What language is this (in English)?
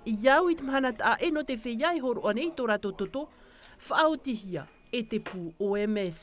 Tahitian